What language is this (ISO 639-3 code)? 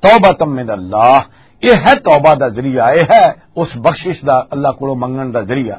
lah